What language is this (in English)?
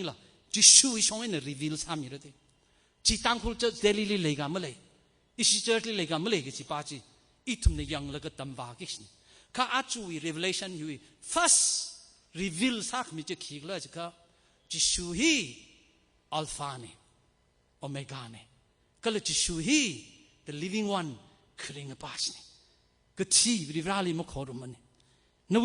Tangkhul Naga (India)